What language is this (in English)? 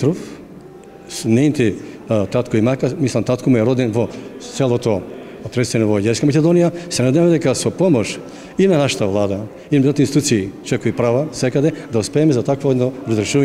Macedonian